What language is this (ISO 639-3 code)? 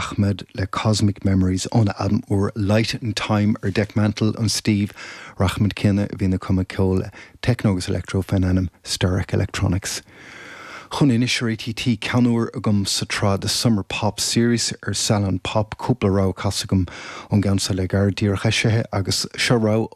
gle